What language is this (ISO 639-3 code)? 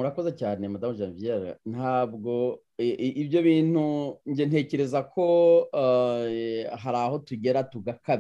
kin